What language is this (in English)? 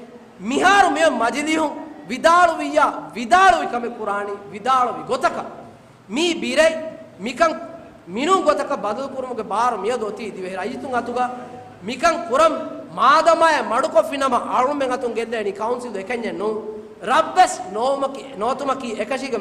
Divehi